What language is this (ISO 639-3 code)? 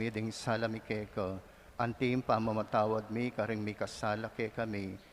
pam